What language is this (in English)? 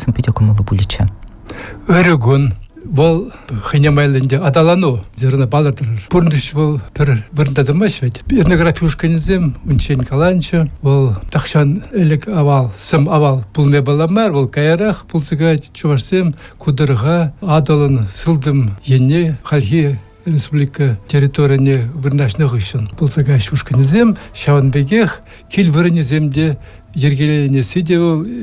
Chuvash